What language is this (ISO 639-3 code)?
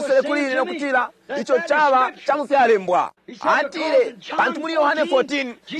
bem